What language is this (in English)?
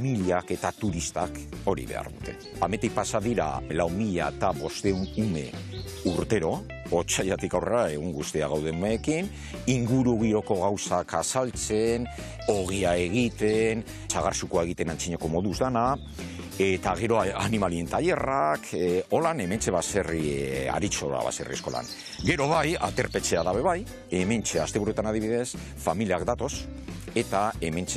Basque